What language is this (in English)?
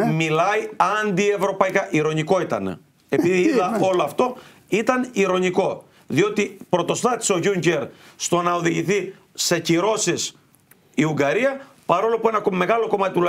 Greek